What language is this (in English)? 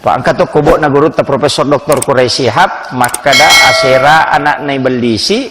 Buginese